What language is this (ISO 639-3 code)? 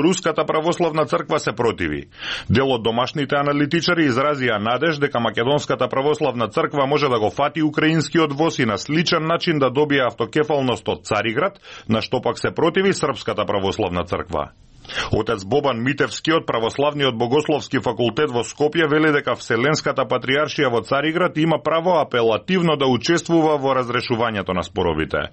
mkd